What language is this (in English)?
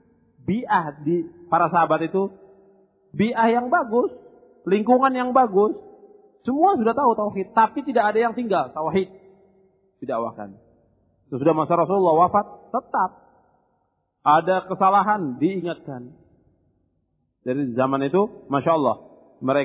Indonesian